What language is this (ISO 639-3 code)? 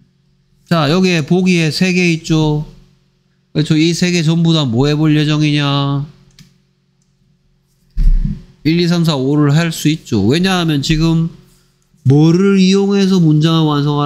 kor